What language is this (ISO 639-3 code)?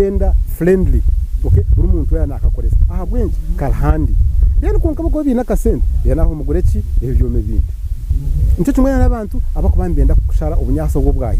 nyn